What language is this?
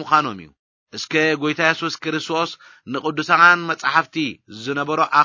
Tigrinya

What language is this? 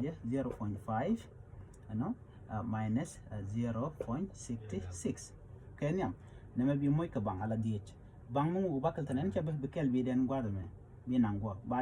Nuer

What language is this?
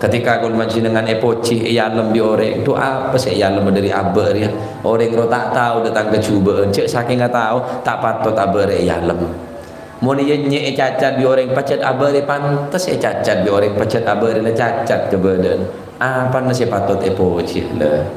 Madurese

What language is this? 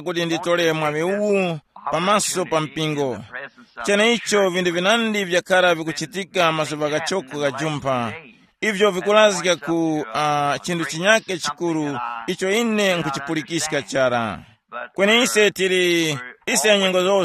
Tumbuka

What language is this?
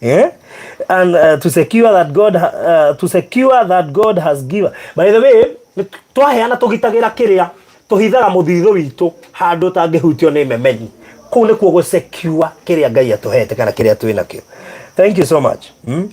Kikuyu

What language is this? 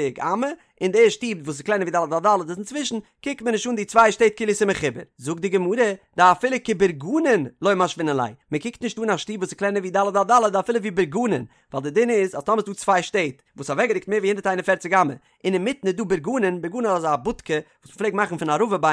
Yiddish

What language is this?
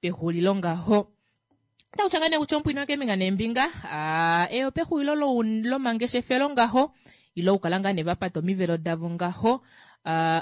Kuanyama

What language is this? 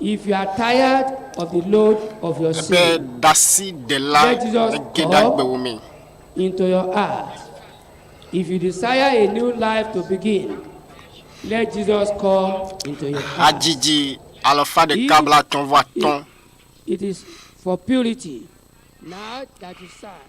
Ewe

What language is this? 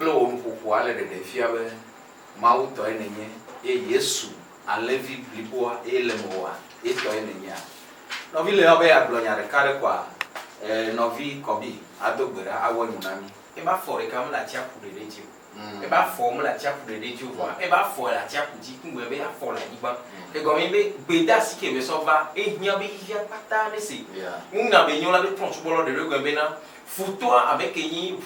Ewe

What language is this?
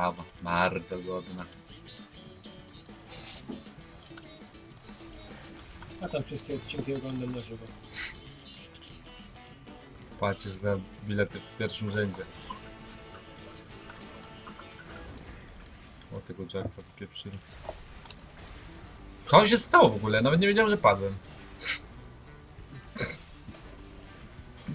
Polish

